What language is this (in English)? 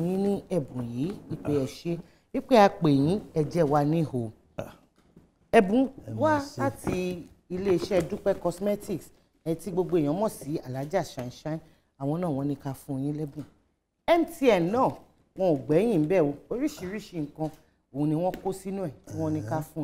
Yoruba